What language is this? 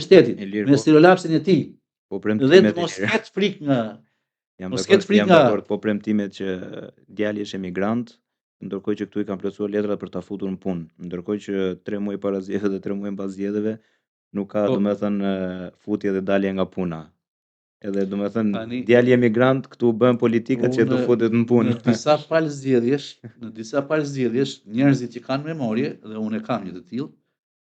Albanian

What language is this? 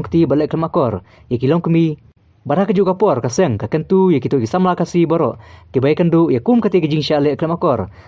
Khasi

